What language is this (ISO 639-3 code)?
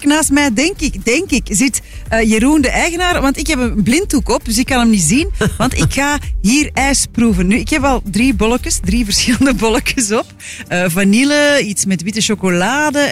nld